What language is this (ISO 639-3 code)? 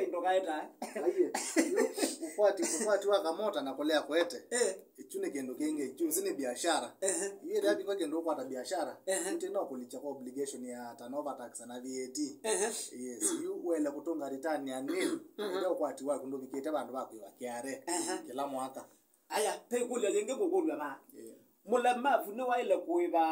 kam